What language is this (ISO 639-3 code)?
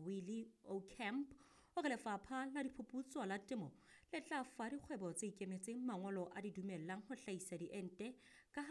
sot